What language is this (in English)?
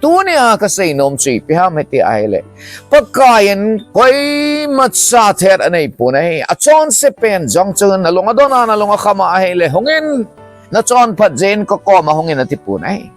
Thado Chin